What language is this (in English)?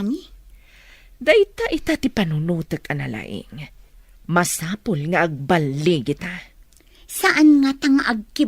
Iloko